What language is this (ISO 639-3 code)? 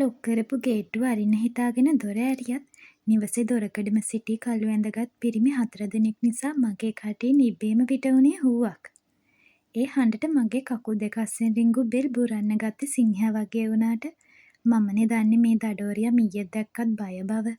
sin